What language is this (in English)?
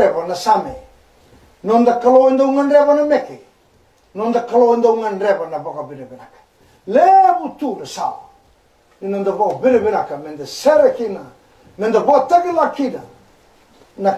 Fijian